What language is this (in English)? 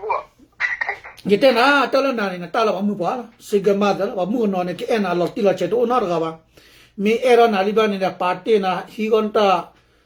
S'gaw Karen